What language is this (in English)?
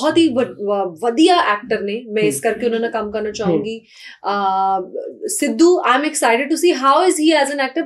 Punjabi